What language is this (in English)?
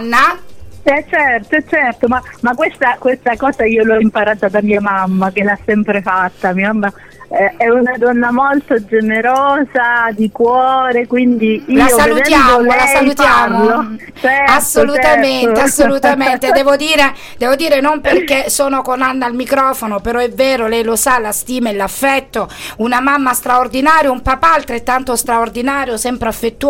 Italian